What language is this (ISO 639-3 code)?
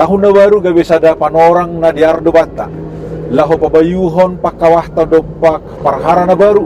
bts